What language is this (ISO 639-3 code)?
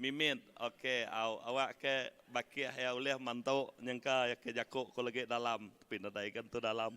iba